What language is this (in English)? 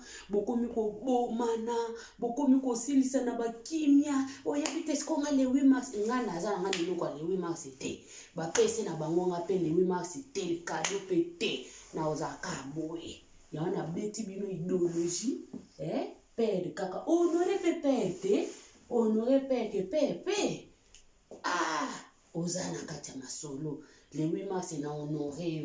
Lingala